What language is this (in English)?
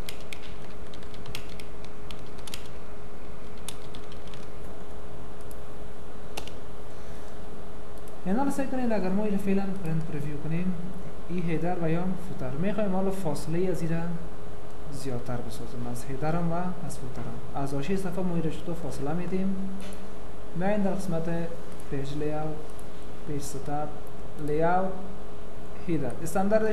Persian